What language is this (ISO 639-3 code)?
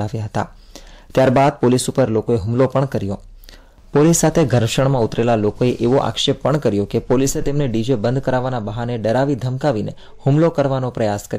guj